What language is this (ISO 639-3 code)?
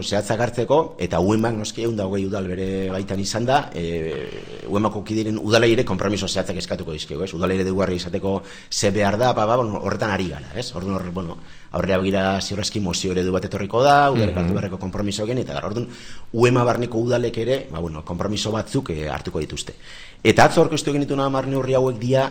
eus